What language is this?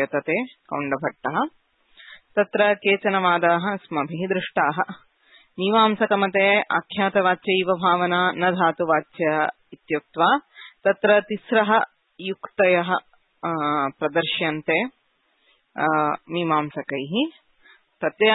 Sanskrit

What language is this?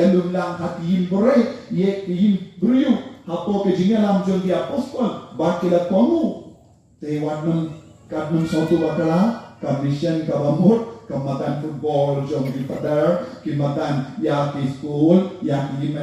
Khasi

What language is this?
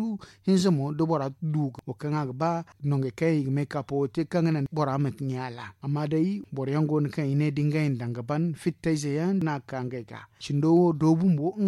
Zarma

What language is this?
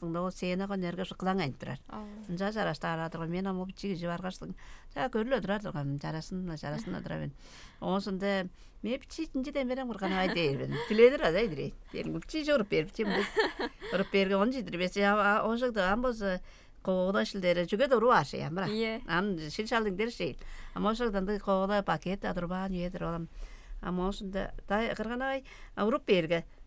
Tuvinian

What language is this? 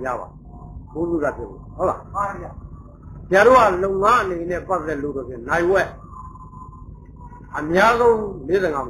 Burmese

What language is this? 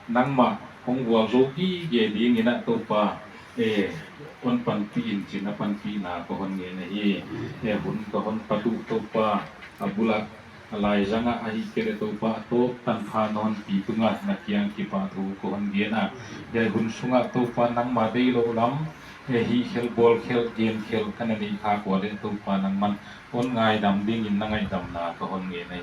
Paite Chin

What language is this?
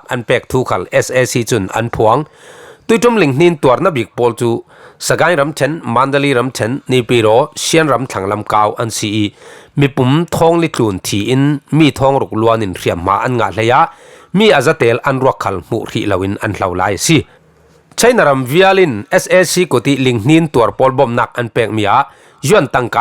Falam Chin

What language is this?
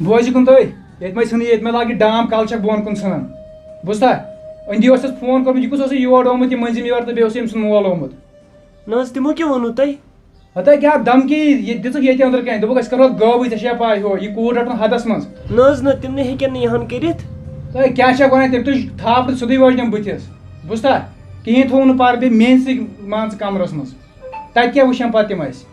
Kashmiri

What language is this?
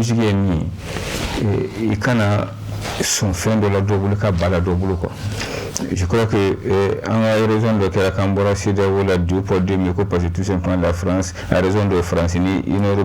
Bambara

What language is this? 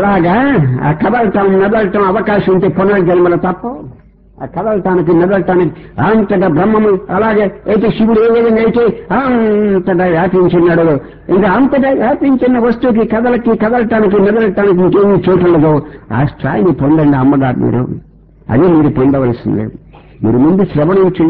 Telugu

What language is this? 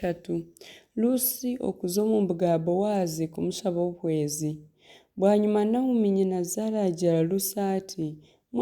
Nyankole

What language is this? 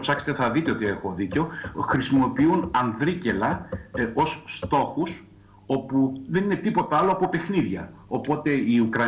Greek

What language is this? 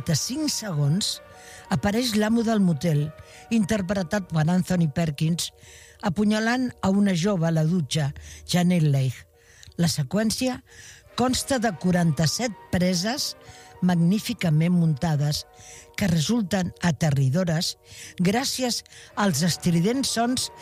Catalan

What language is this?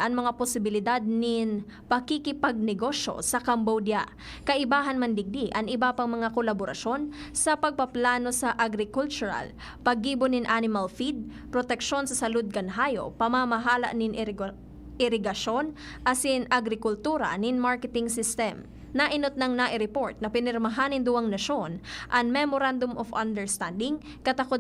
Bikol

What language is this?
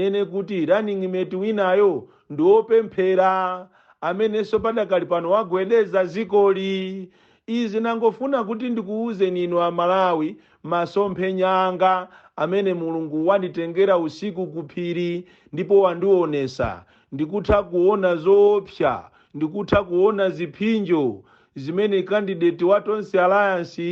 Nyanja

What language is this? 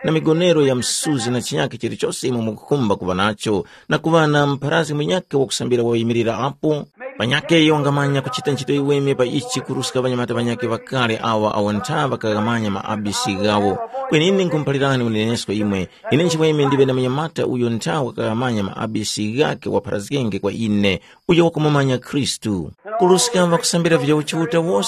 Tumbuka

